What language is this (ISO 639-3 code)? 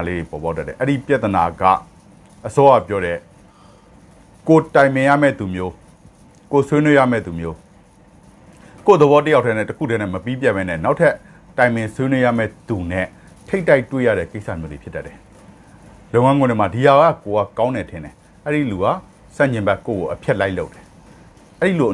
mya